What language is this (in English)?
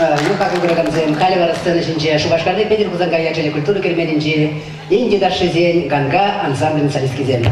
Chuvash